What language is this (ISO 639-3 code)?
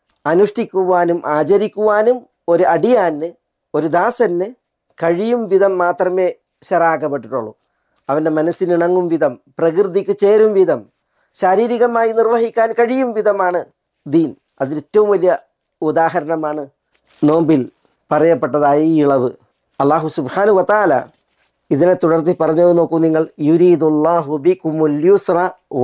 mal